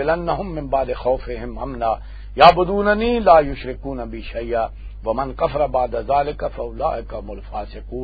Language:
Western Panjabi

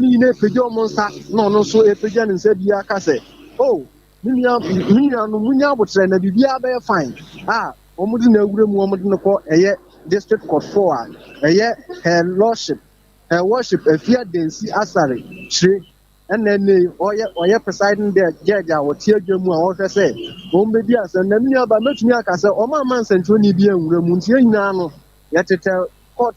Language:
Akan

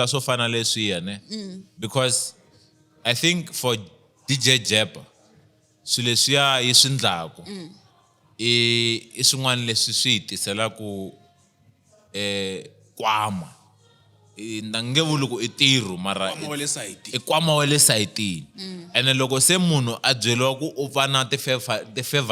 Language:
Tsonga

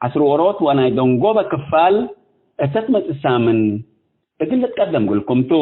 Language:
Tigre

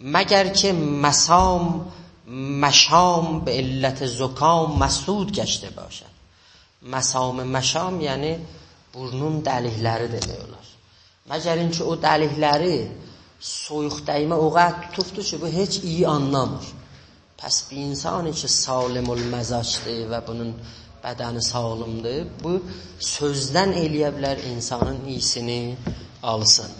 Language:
South Azerbaijani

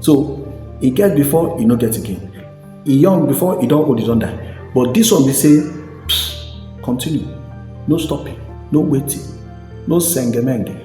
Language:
Nigerian Pidgin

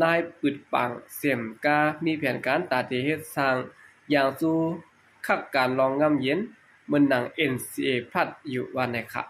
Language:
Shan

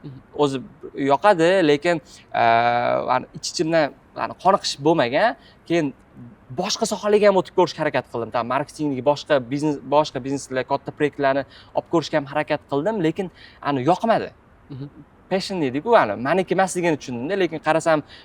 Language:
Uzbek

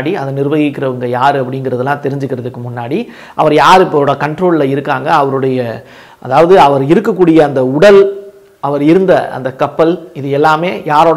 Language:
Tamil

